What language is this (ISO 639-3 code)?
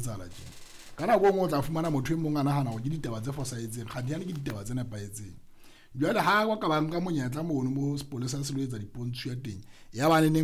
sot